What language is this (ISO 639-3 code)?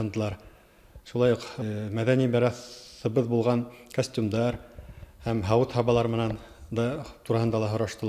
bak